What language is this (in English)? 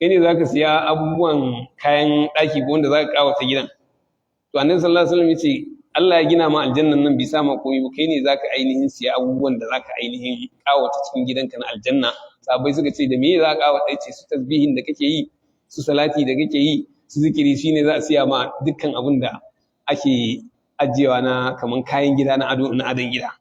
Hausa